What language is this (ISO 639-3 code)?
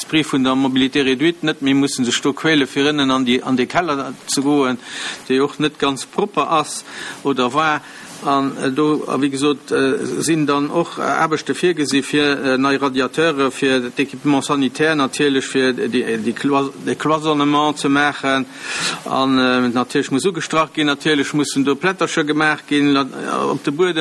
ltz